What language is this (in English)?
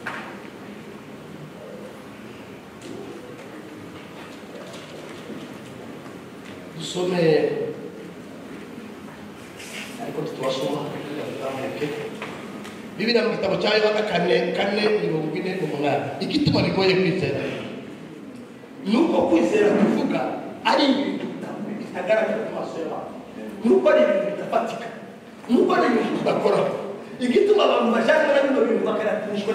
Kinyarwanda